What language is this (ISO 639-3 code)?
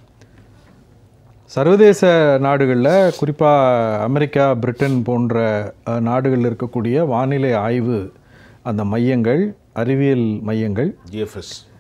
tam